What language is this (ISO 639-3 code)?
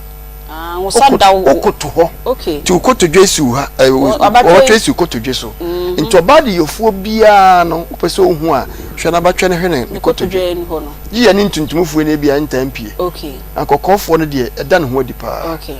aka